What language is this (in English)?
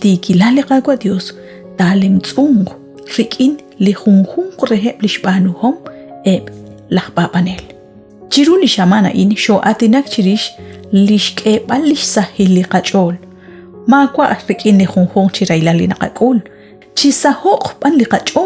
Kekchí